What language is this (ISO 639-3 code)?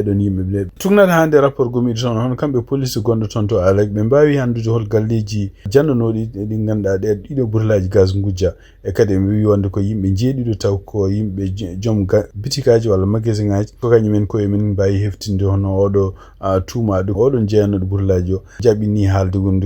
ful